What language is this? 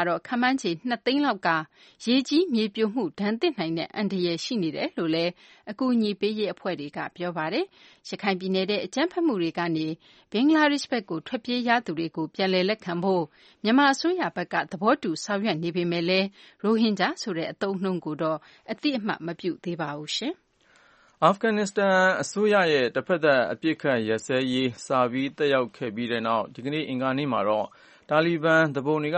Burmese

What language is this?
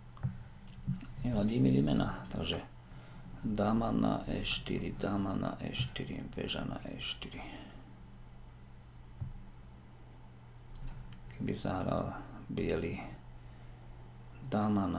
Slovak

